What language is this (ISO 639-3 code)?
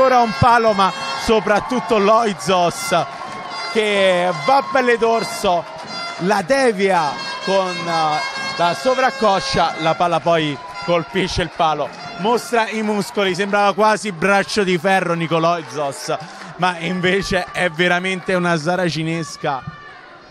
ita